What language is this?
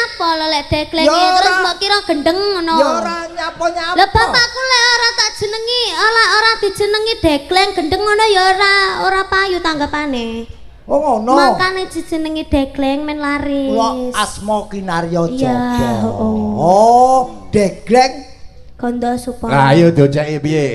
Javanese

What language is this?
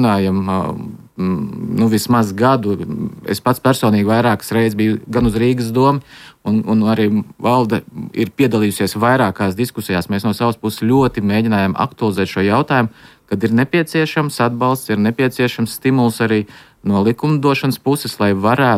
Latvian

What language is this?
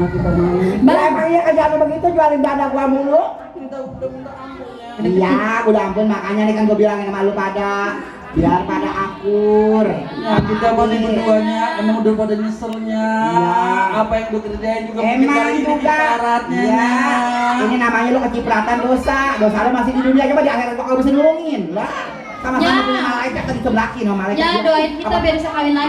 Betawi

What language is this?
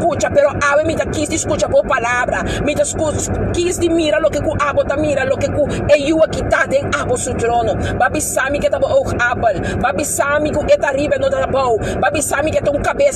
Papiamento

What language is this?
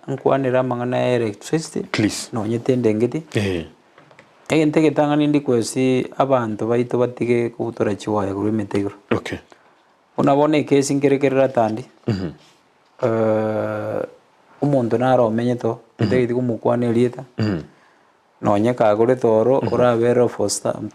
Gusii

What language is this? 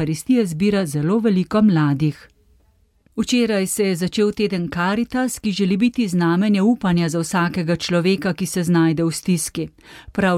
Slovenian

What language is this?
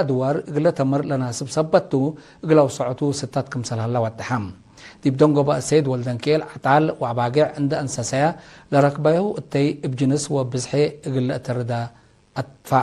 Tigre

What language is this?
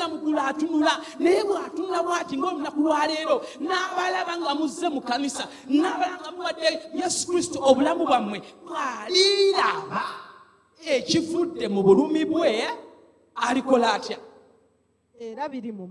Ganda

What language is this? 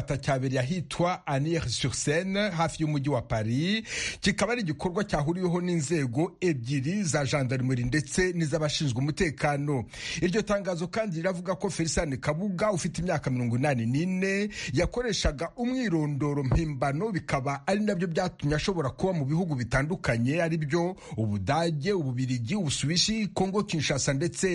Kinyarwanda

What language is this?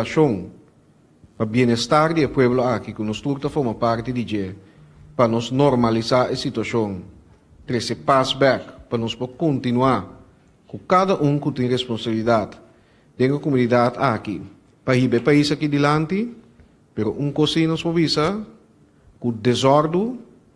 Papiamento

